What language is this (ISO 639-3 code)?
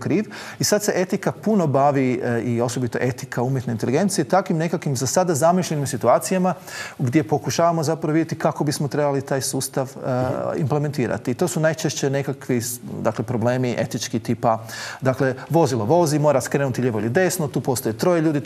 hrv